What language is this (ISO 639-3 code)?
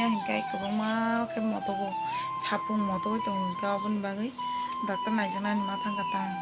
trp